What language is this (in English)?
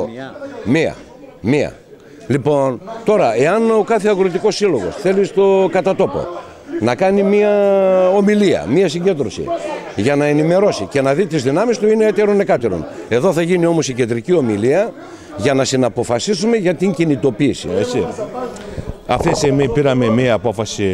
Greek